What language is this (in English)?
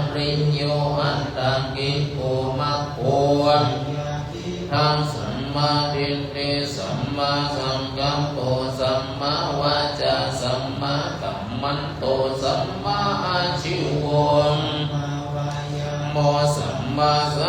Pali